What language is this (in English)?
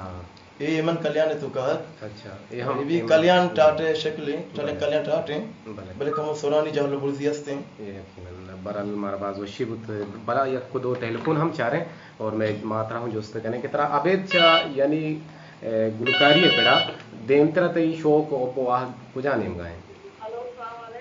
Baluchi